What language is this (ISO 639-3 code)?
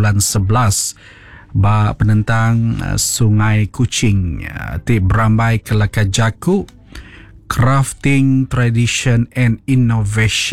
iba